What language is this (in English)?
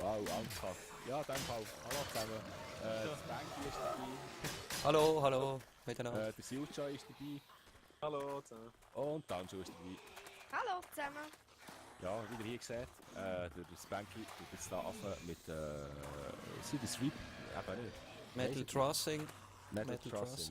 Swiss German